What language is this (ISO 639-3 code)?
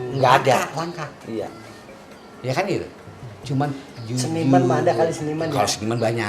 bew